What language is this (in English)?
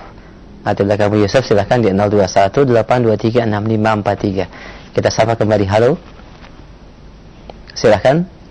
Indonesian